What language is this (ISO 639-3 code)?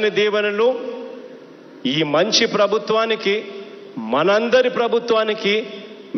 tel